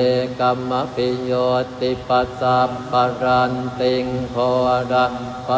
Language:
Pali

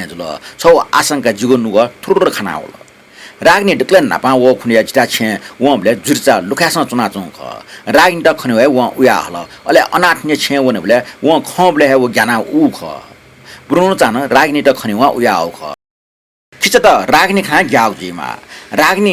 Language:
Newari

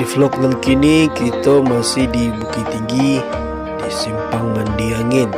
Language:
Minangkabau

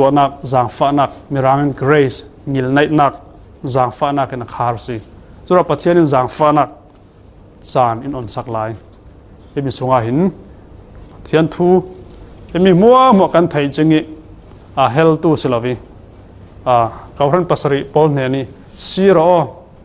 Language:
Falam Chin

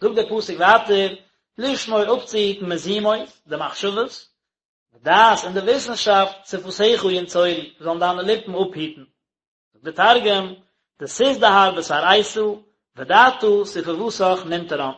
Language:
Yiddish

